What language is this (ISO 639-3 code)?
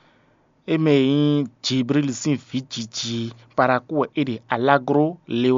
fon